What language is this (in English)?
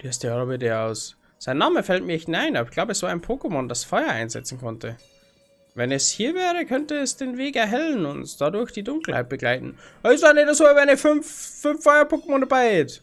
Bavarian